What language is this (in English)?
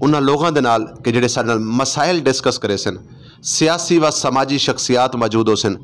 Saraiki